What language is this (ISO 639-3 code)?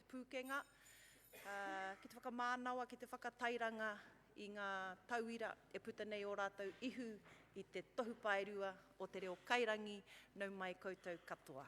mri